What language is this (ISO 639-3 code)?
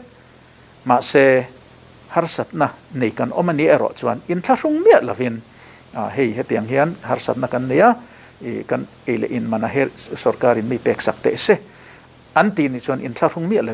lus